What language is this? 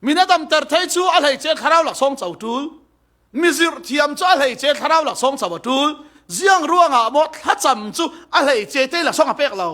Falam Chin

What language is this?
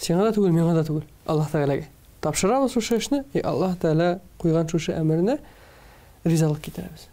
Tatar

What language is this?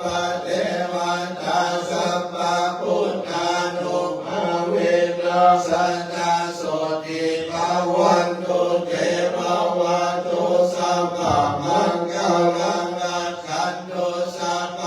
Pali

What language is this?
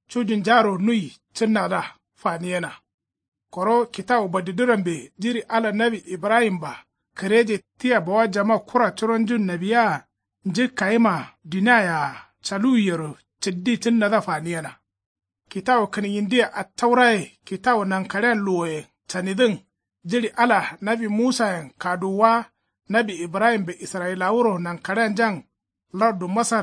Kanuri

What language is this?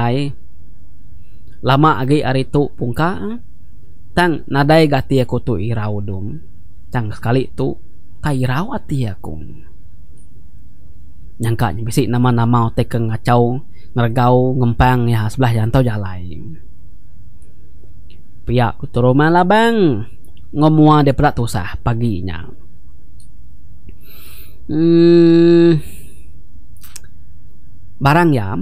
Iban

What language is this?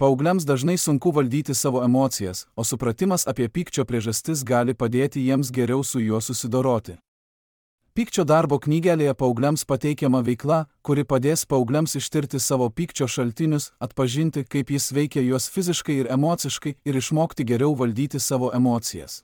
Lithuanian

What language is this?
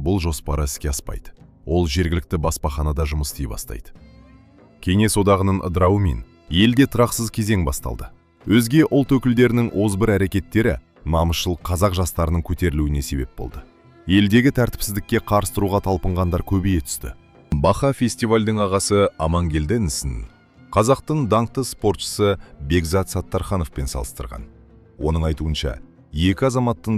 Kazakh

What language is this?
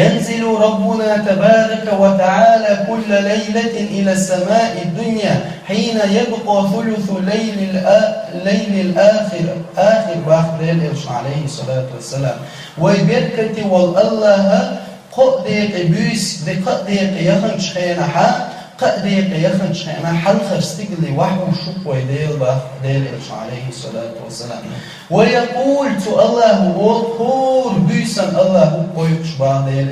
Chechen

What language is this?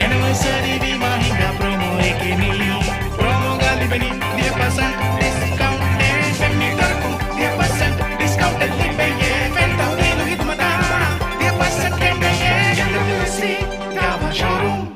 Divehi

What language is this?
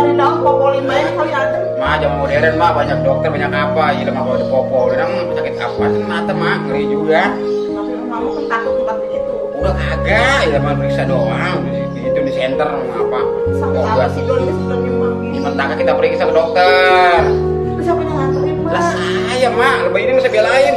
Betawi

